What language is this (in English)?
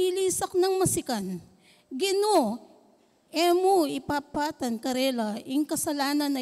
Pampanga